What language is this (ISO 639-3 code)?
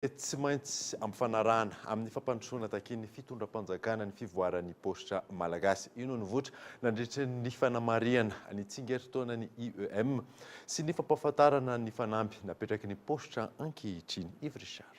mlg